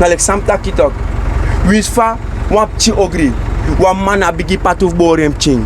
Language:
Sranan Tongo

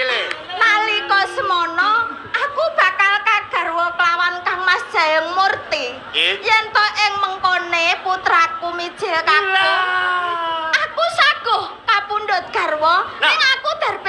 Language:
Javanese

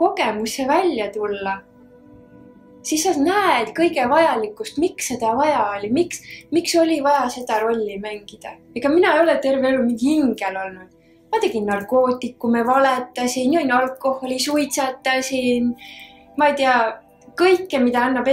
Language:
Estonian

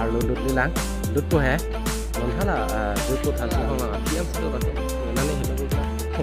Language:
Karbi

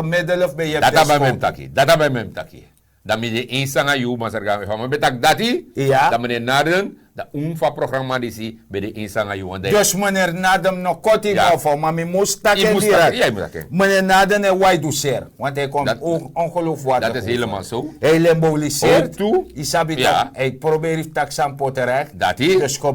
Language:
Sranan Tongo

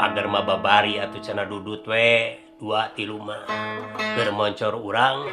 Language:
Sundanese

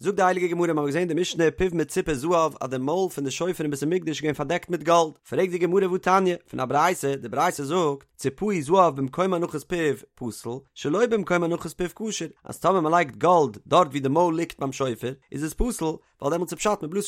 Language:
Yiddish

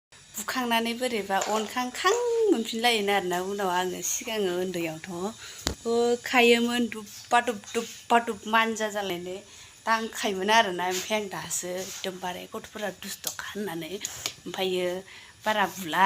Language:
Bodo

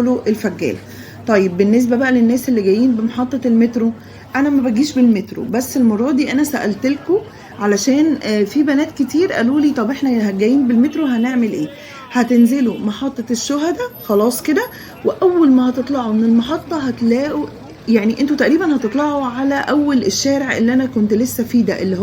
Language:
Egyptian Arabic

